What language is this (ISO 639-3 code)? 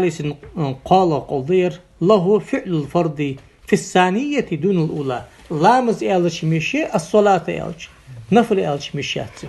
inh